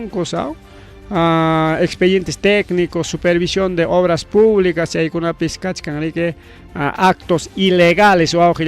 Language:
Ayacucho Quechua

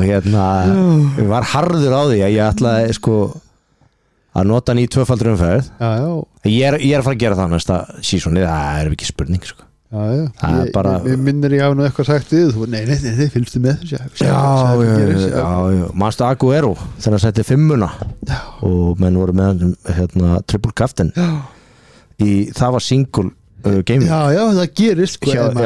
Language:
Icelandic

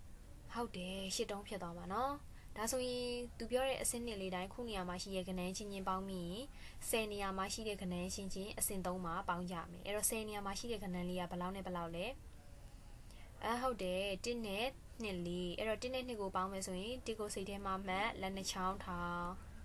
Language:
Burmese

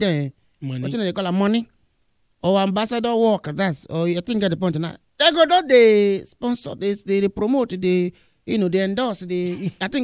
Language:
Nigerian Pidgin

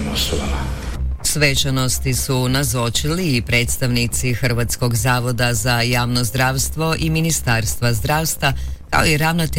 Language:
Croatian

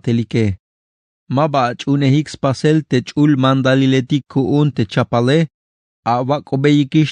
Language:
Tzeltal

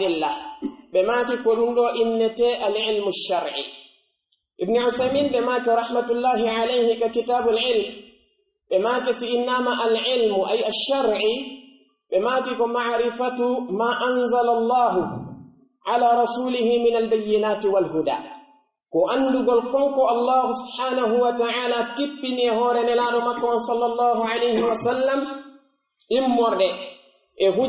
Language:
Pular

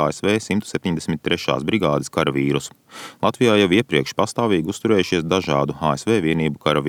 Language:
Latvian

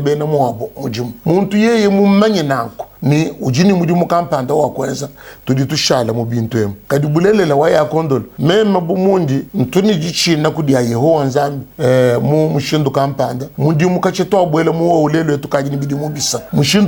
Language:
Luba-Lulua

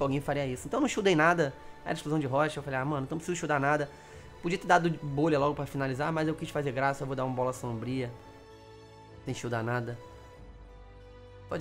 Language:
Portuguese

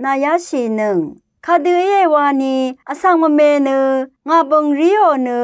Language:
Rawang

